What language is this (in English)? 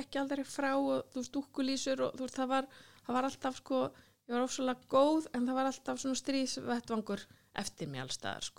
Icelandic